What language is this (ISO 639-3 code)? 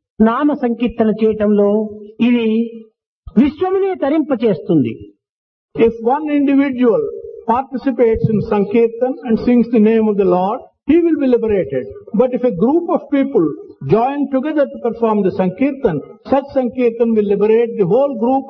tel